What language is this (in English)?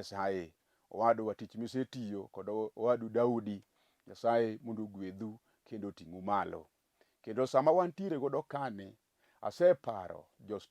Luo (Kenya and Tanzania)